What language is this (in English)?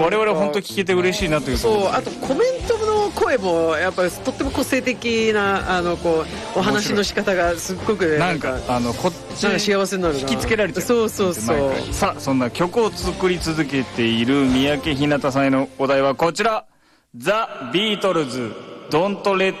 Japanese